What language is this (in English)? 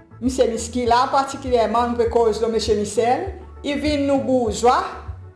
Seselwa Creole French